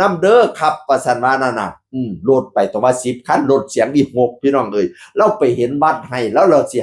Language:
Northeastern Thai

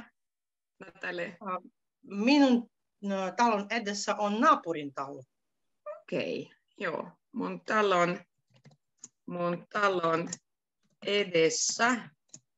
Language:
Finnish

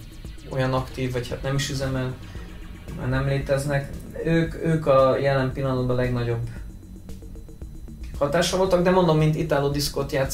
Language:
Hungarian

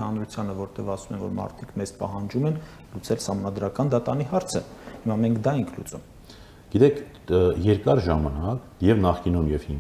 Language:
Armenian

